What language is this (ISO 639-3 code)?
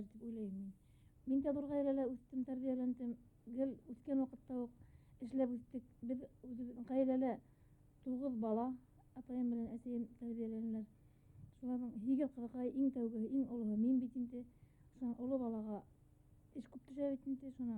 bak